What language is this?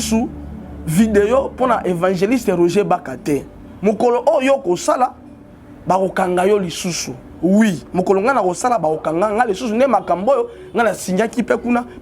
Lingala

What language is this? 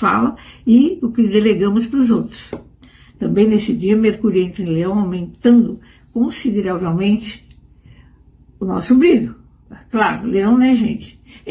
Portuguese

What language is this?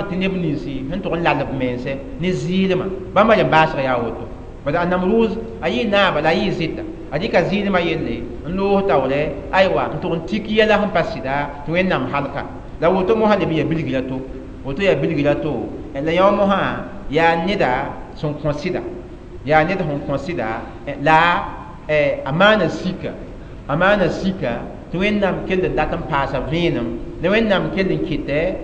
Mossi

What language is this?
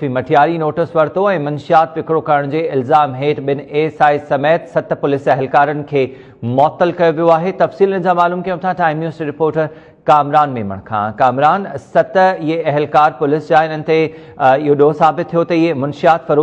Sindhi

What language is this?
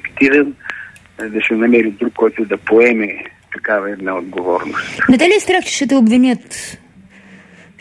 Bulgarian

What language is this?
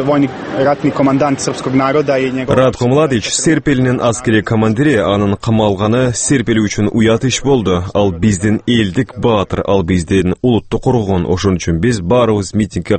Kyrgyz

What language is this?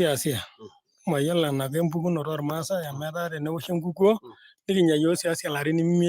Masai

